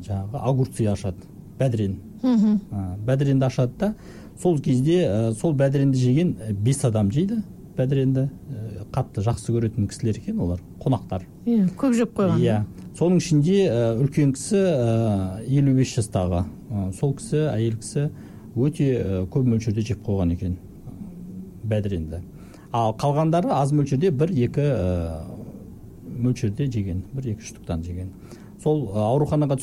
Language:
Kazakh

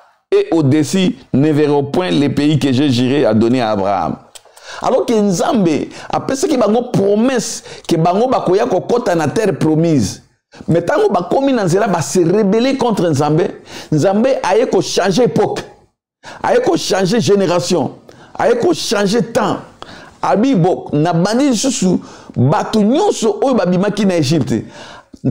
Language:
Lingala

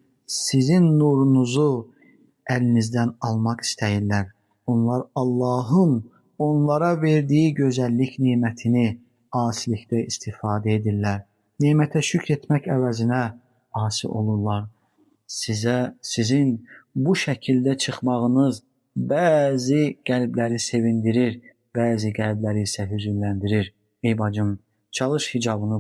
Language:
Azerbaijani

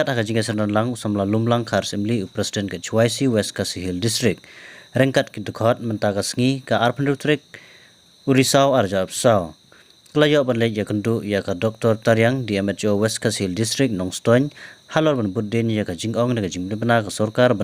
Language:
Khasi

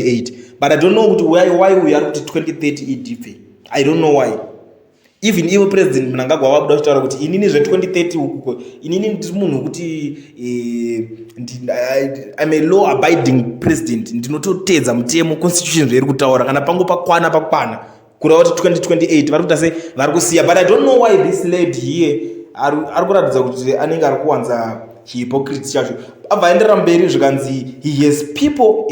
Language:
Shona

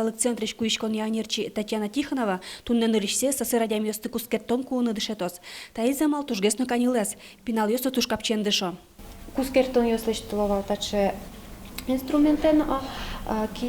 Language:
Udmurt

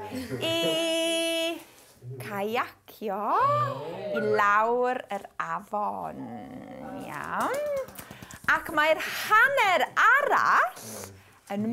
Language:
Welsh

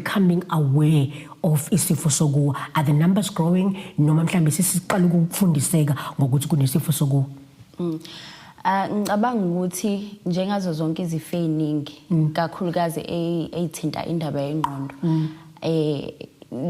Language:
Zulu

